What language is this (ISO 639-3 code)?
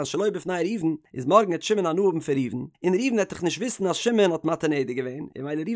yid